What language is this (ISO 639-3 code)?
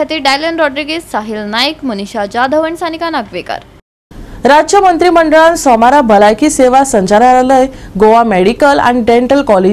kok